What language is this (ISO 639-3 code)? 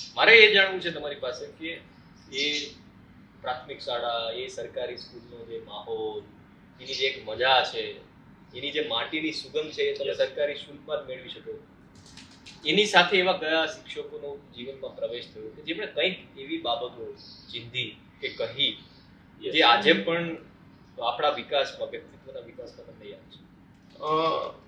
guj